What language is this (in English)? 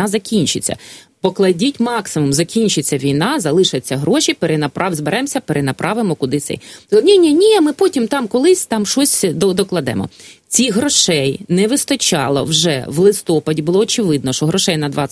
Ukrainian